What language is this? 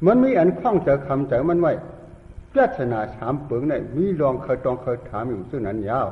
Shan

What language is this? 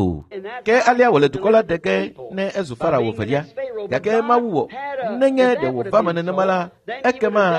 Ewe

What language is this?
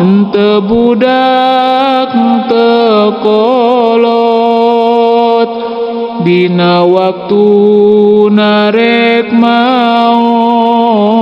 Sundanese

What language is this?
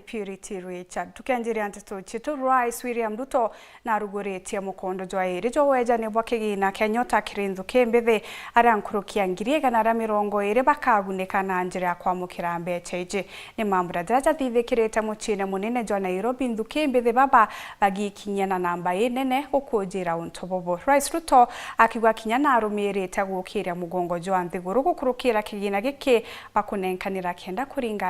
Meru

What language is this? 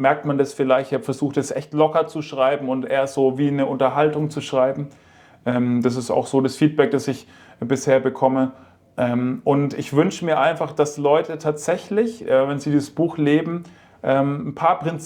Swiss German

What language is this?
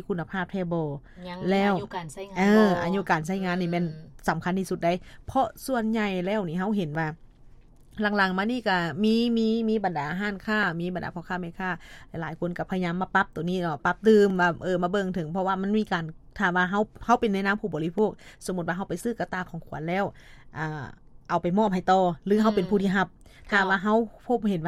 Lao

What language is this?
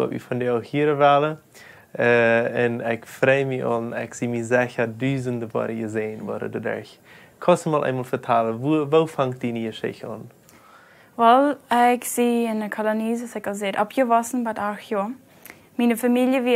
Plautdietsch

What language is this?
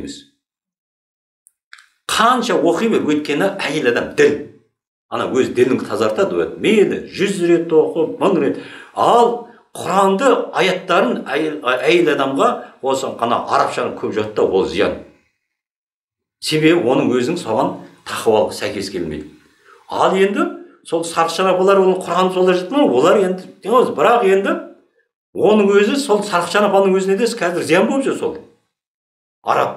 Kazakh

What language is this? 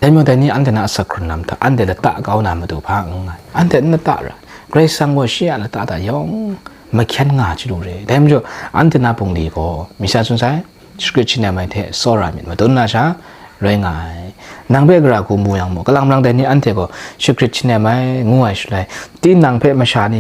Kachin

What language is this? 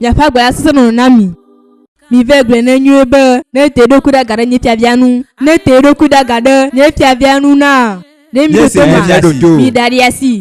Ewe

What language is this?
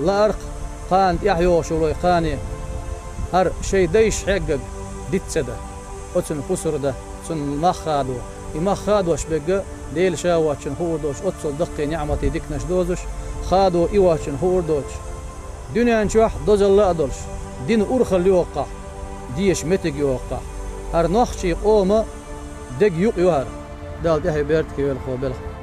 Chechen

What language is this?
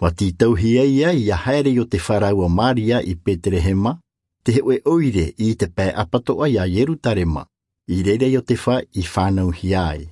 Tahitian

